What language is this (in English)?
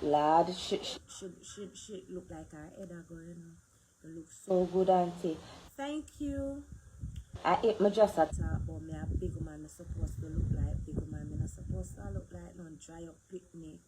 Jamaican Creole English